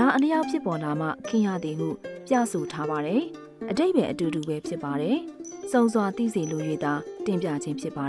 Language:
Burmese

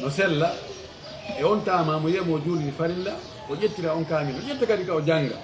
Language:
Fula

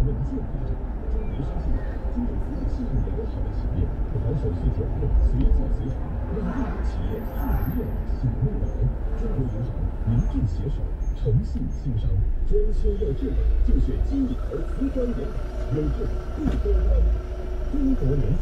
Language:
Chinese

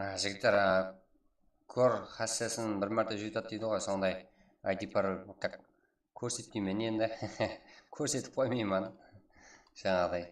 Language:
Kara-Kalpak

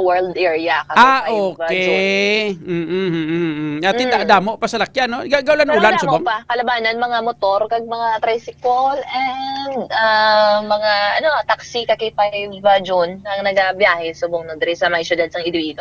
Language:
Hiligaynon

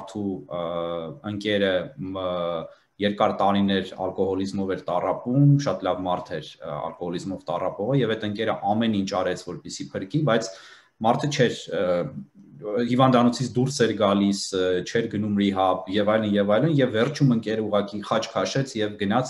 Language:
Armenian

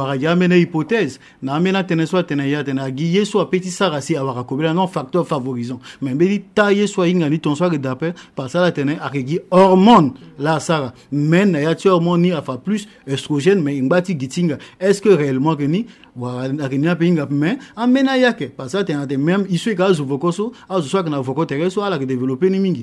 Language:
Sango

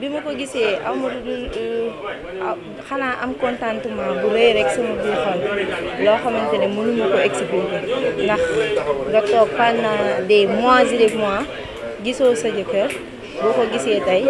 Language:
Wolof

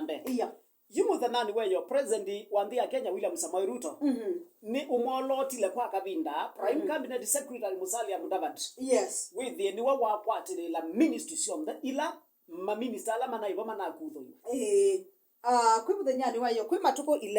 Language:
Kamba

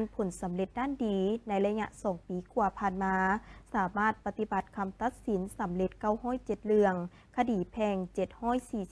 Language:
Lao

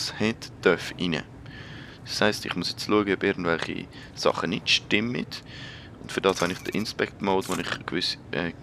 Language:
Swiss German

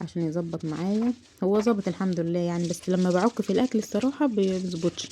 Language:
Egyptian Arabic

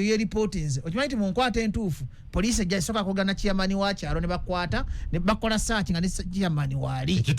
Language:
Ganda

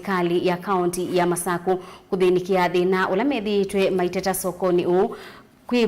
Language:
Kamba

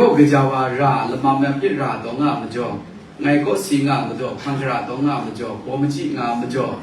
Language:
Kachin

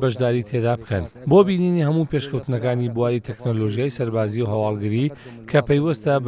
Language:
Central Kurdish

